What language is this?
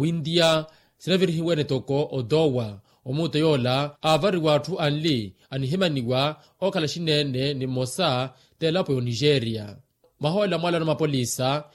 Makhuwa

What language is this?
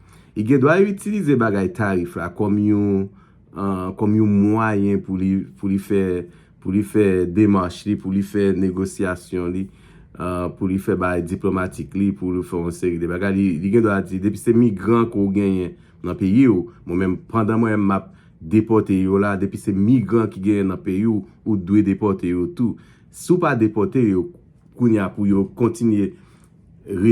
Haitian Creole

